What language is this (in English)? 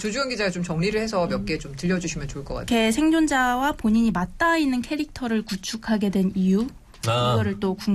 Korean